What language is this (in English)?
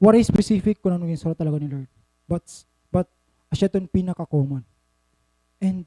Waray